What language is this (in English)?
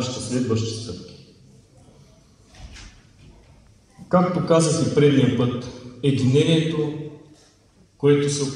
Bulgarian